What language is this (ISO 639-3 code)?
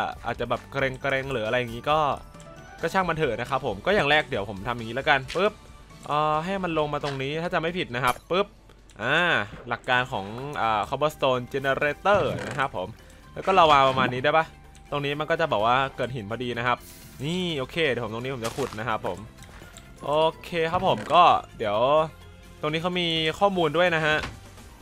tha